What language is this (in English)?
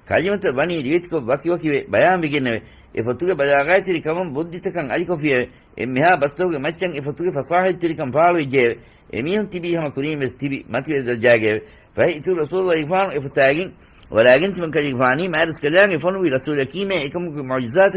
Divehi